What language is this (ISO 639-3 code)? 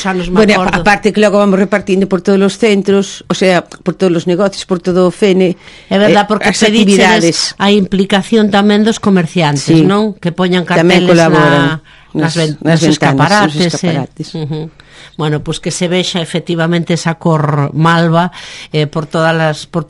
glg